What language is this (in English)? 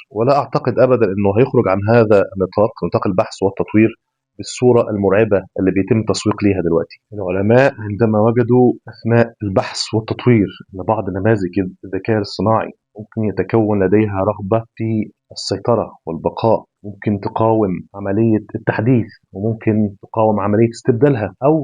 Egyptian Arabic